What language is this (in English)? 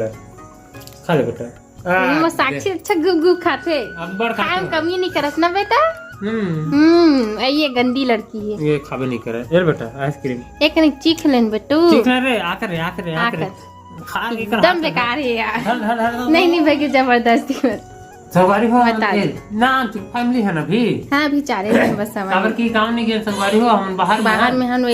Chhattisgarhi